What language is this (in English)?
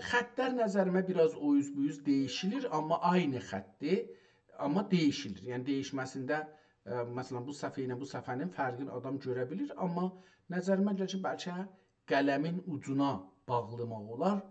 South Azerbaijani